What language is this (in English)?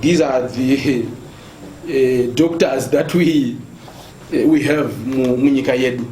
Shona